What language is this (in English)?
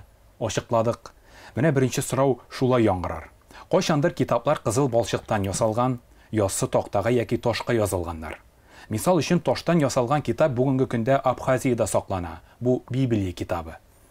Tatar